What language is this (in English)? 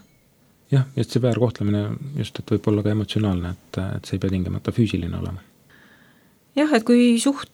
Estonian